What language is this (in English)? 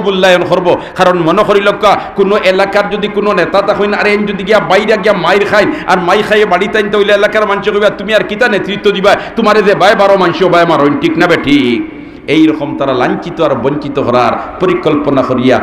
Sylheti